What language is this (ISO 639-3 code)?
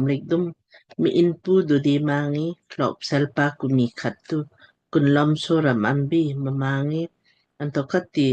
lmk